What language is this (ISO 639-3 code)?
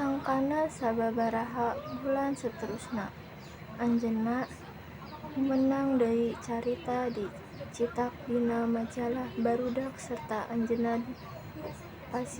sun